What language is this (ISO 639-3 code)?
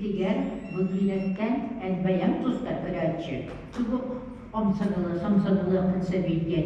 sah